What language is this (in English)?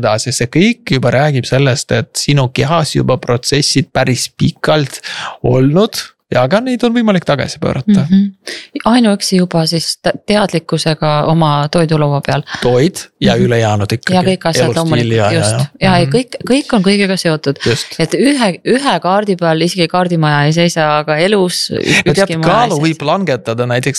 Estonian